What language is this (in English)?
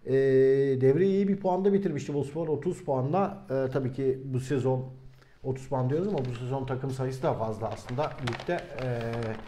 Turkish